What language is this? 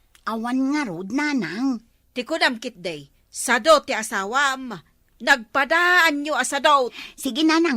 Iloko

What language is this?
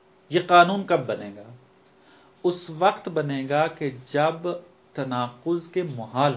Urdu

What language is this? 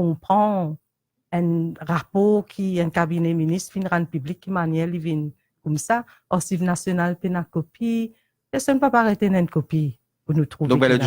Morisyen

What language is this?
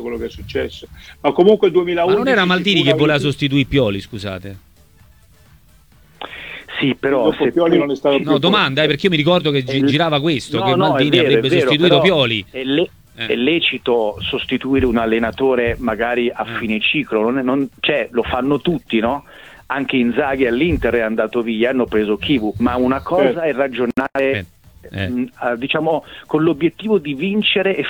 Italian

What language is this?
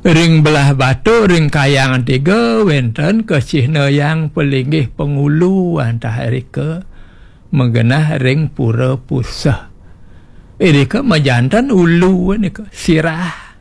Balinese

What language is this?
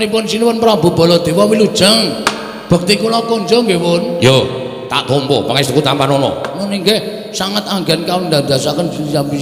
Javanese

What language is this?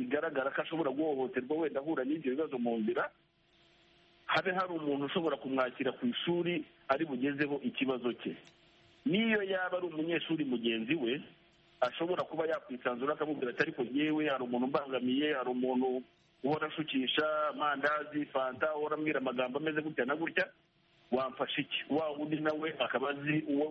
Kinyarwanda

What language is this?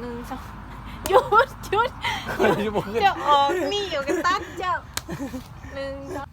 Lao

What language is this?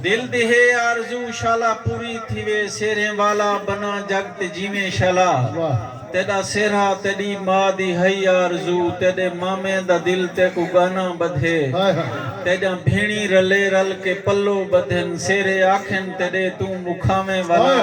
Saraiki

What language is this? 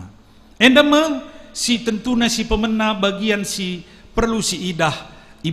Batak Karo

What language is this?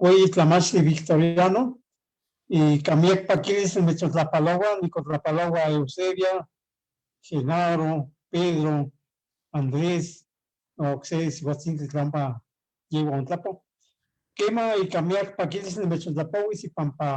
Eastern Huasteca Nahuatl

